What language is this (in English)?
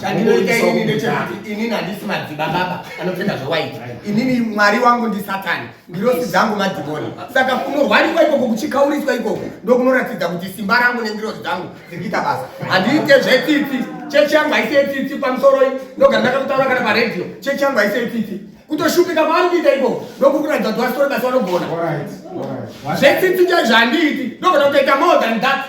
Shona